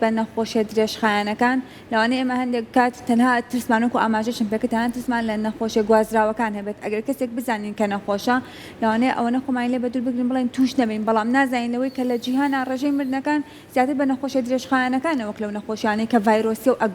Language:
Central Kurdish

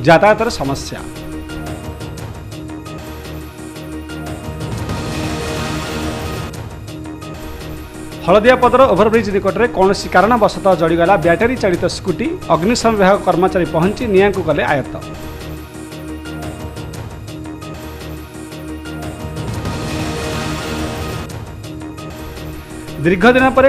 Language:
Odia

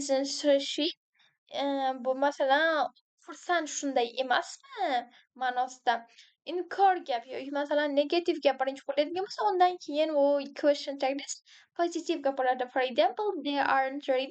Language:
Uzbek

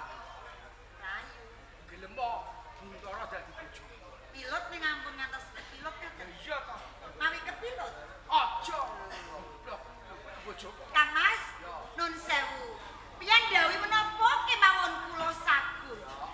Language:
Javanese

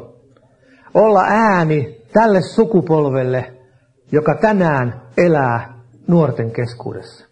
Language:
Finnish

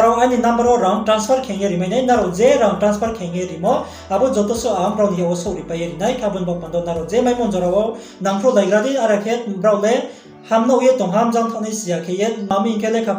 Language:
Riang (India)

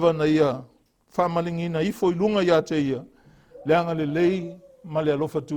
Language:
Samoan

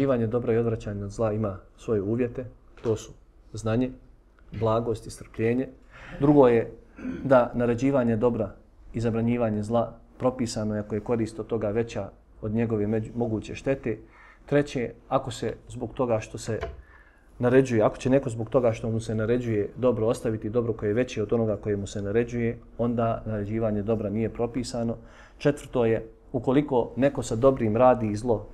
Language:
Bosnian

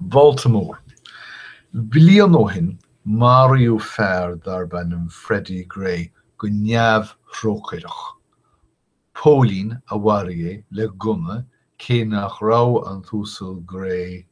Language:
Irish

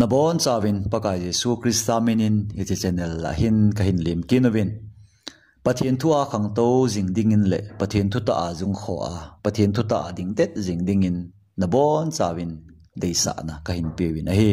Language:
Thado Chin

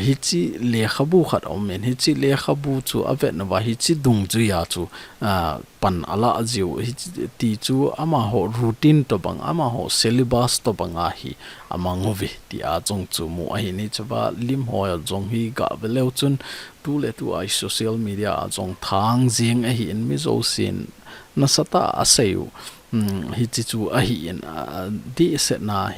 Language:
Thado Chin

